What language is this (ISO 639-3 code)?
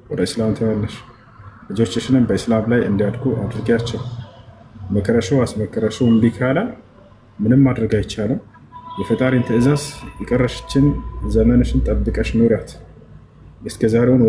amh